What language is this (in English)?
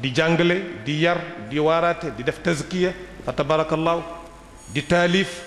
Wolof